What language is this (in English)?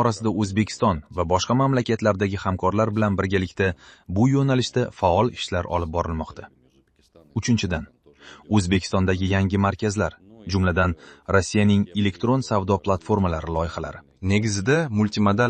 Uzbek